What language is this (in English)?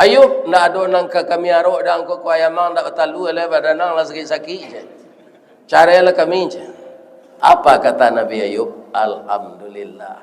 Minangkabau